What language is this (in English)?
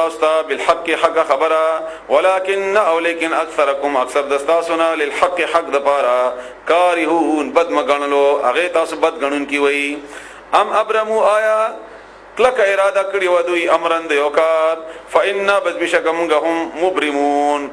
Pashto